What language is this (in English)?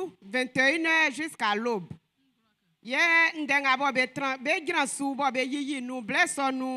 Baoulé